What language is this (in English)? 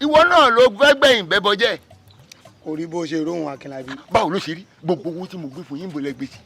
Yoruba